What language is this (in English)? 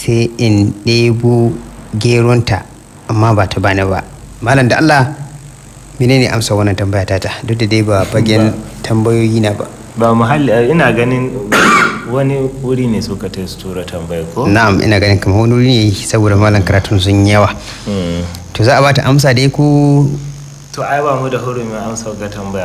Hausa